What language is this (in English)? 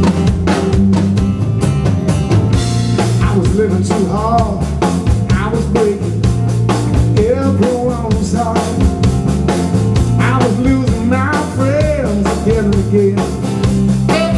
English